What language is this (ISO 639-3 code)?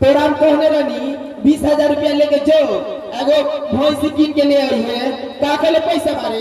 mai